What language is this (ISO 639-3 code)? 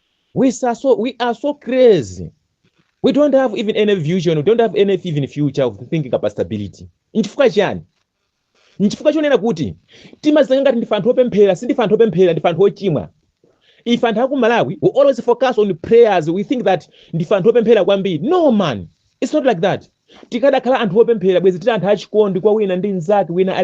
nya